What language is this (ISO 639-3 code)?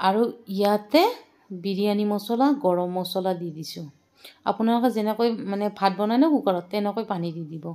asm